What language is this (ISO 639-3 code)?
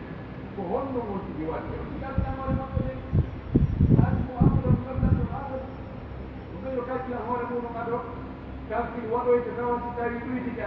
fuf